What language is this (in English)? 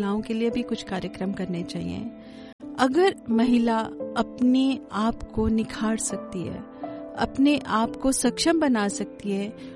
Hindi